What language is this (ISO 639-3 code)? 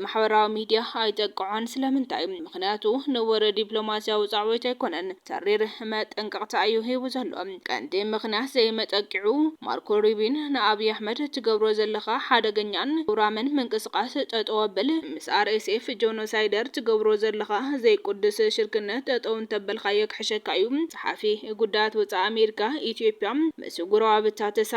tir